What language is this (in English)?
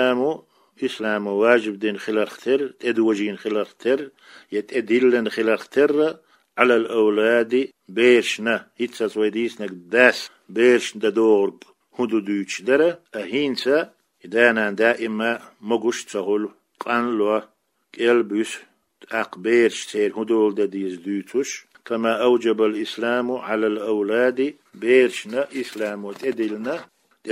Chechen